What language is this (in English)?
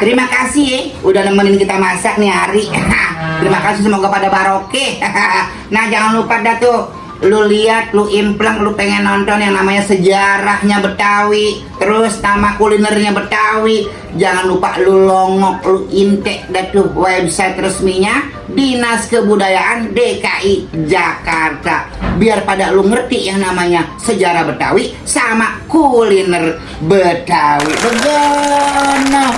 Betawi